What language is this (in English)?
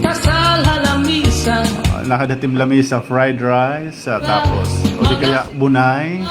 Waray